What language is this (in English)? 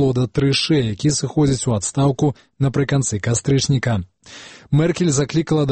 Belarusian